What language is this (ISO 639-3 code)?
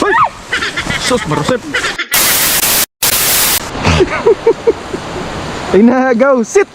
ceb